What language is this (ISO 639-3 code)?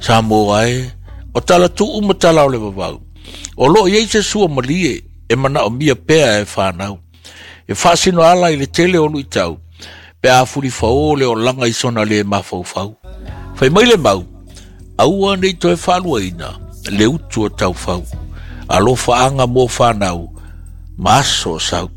smo